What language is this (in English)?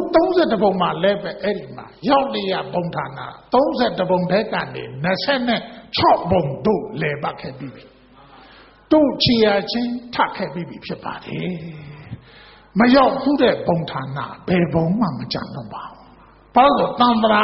Burmese